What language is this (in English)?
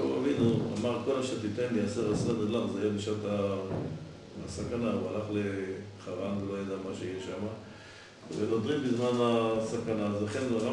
Hebrew